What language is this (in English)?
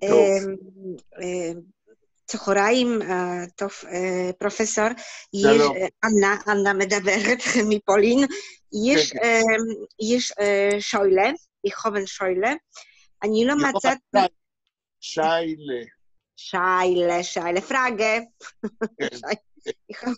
Yiddish